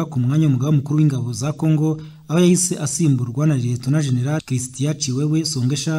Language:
Kinyarwanda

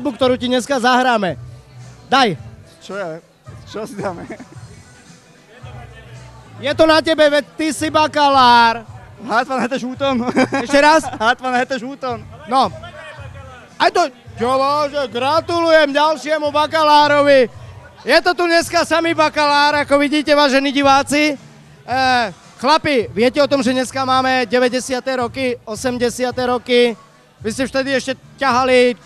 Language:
Slovak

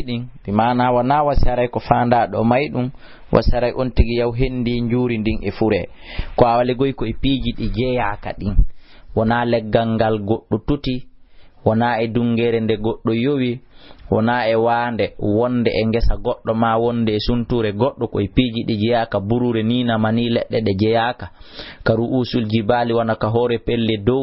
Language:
Fula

